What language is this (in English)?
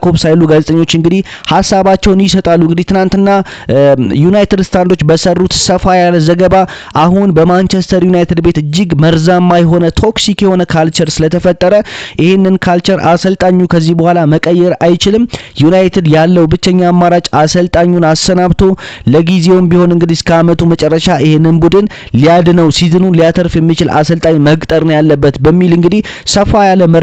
Amharic